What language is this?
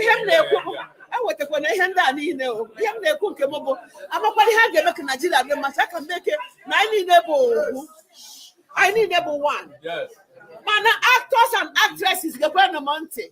Igbo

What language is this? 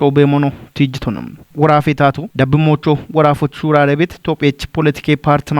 Kafa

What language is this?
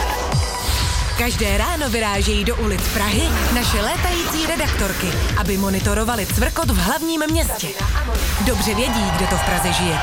Czech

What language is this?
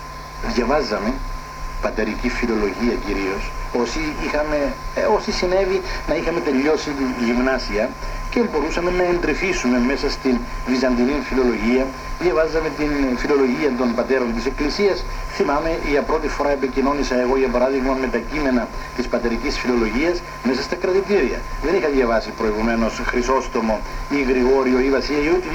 Greek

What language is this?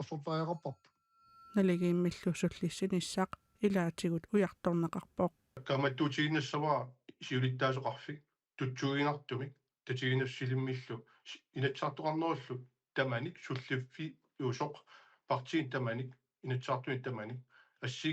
Kalaallisut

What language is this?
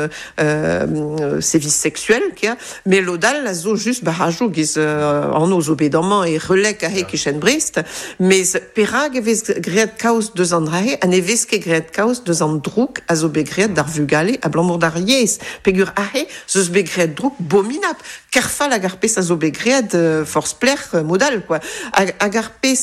Breton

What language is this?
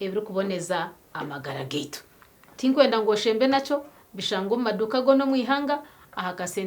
Nyankole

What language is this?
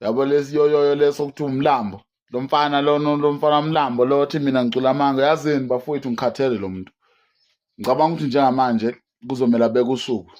Zulu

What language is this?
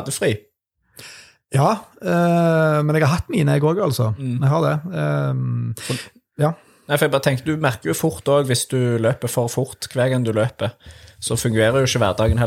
Norwegian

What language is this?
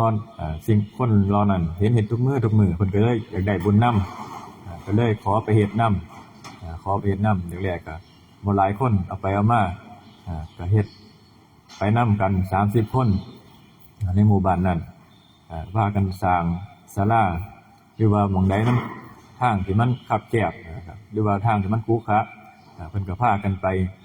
Northeastern Thai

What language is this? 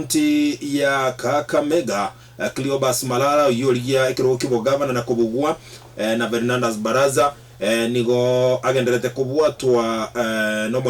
Gusii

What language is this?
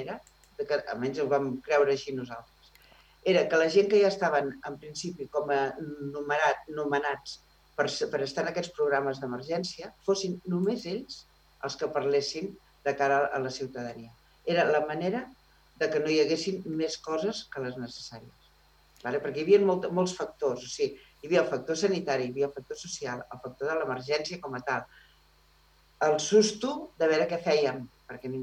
Catalan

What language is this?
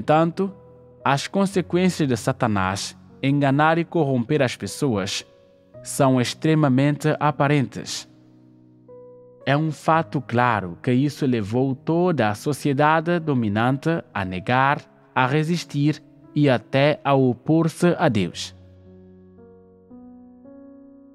Portuguese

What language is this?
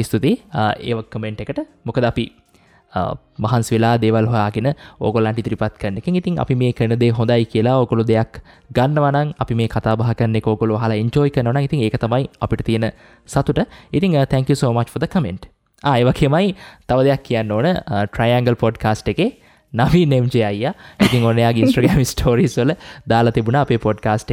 Sinhala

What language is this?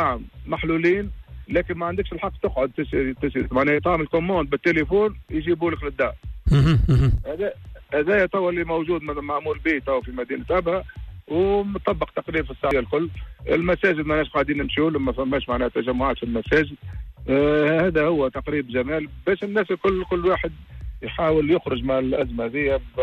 Tunisian Arabic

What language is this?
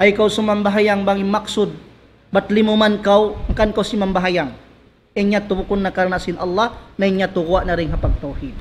Tausug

